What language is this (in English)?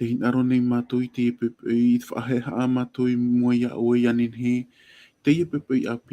Tahitian